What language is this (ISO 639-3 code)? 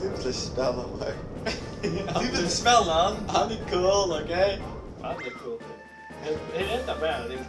fao